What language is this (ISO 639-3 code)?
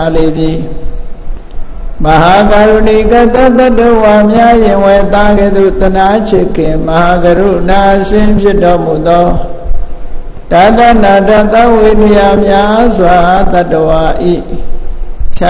mya